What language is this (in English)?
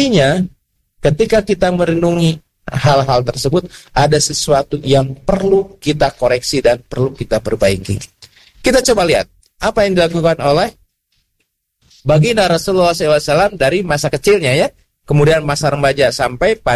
Indonesian